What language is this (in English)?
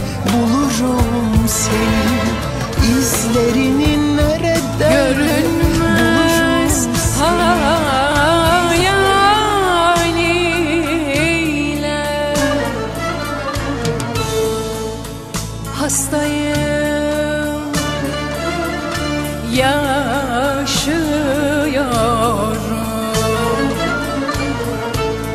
Turkish